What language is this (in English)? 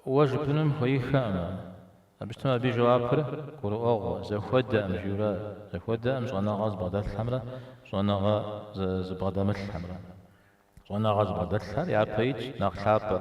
Kabardian